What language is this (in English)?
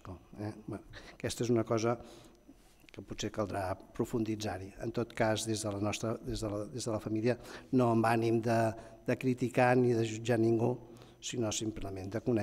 Catalan